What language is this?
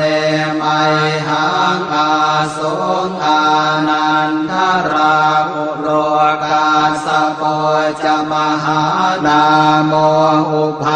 Pali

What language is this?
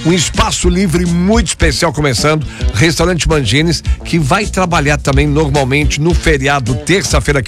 Portuguese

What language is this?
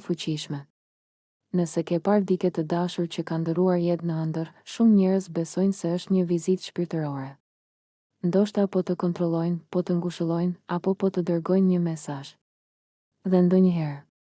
Albanian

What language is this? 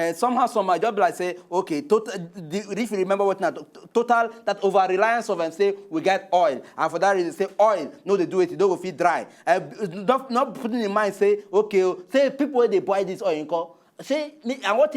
Nigerian Pidgin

